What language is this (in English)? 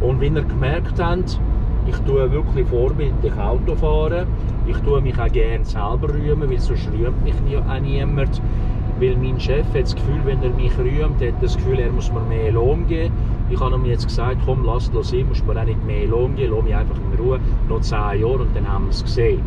Swiss German